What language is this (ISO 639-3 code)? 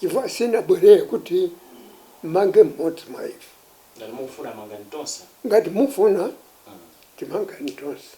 nya